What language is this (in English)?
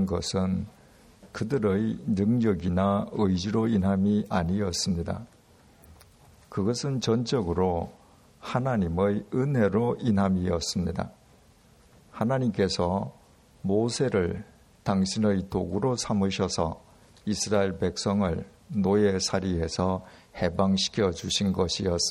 Korean